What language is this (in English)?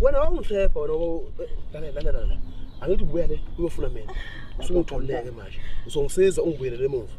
Zulu